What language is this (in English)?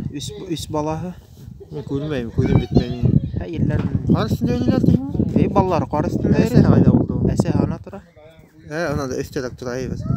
Bashkir